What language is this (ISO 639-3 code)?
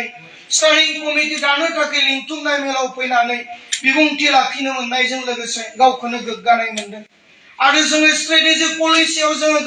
brx